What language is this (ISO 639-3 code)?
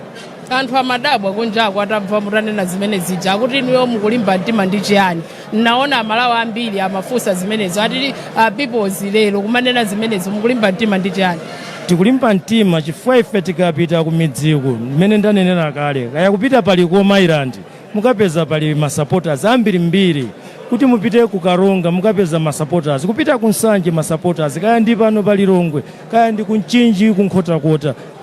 nya